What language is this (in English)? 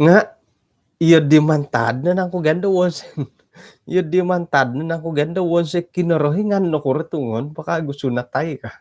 Central Dusun